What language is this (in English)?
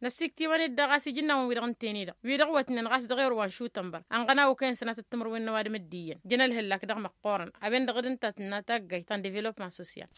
Tamasheq